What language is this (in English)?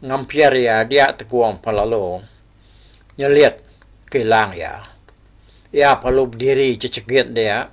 Iban